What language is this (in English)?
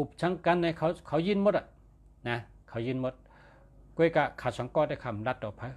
Shan